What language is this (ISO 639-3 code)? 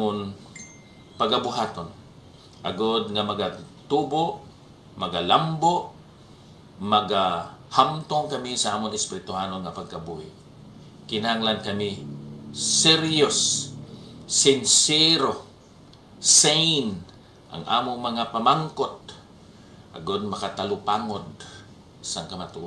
hil